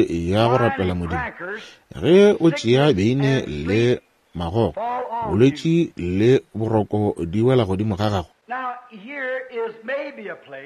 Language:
Northern Sotho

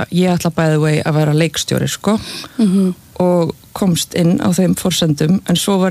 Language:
Icelandic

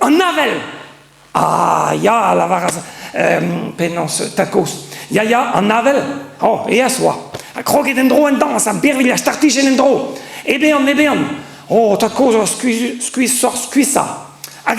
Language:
Breton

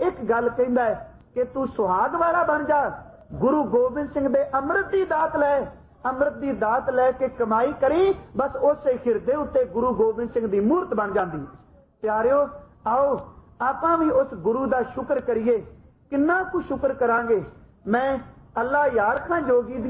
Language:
Punjabi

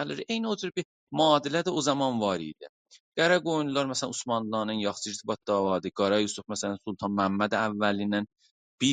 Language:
South Azerbaijani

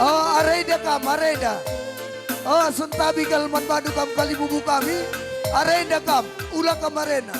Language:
Batak Karo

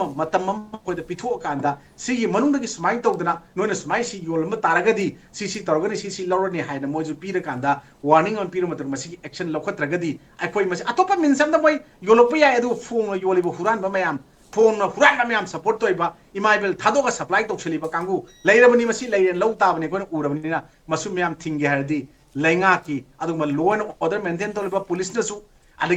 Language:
Manipuri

